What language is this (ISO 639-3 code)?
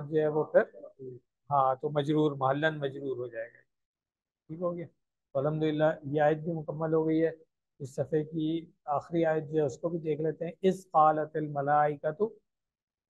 urd